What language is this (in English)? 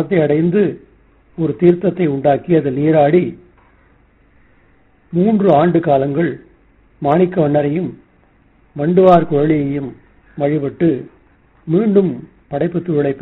Tamil